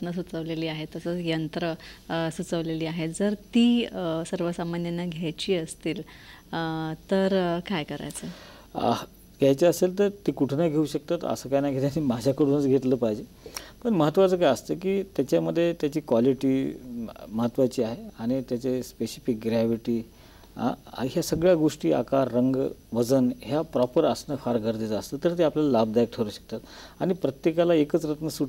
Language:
Marathi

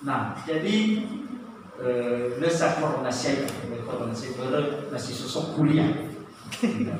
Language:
Nias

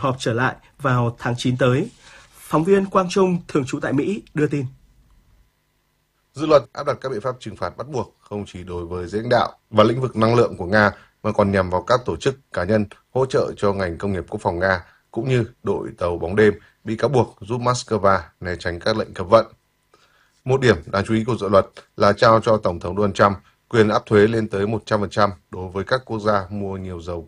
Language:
Vietnamese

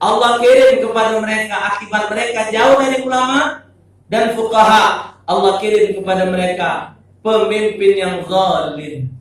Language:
Musi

